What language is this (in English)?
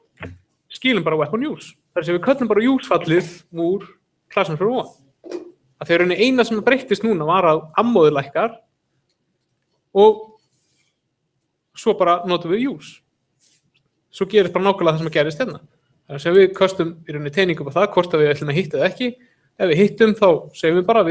Icelandic